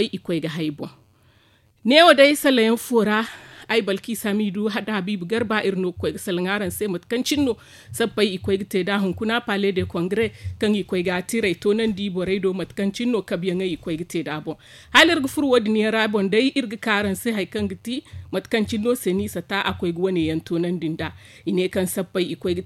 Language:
Zarma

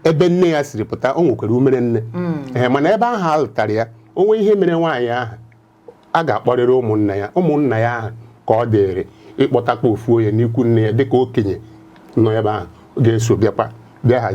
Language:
Igbo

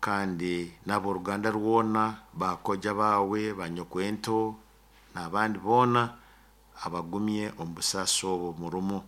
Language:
Nyoro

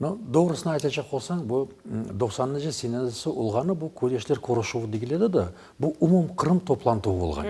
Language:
Crimean Tatar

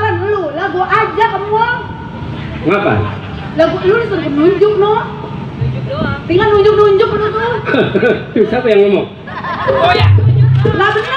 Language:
Betawi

